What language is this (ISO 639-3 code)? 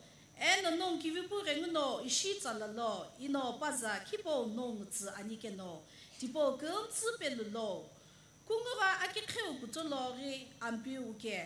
nsm